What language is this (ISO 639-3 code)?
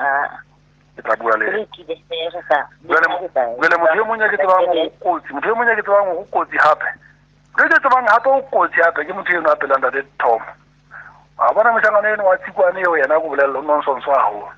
sot